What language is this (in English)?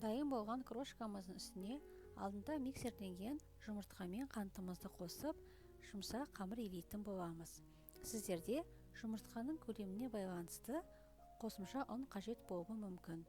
Kazakh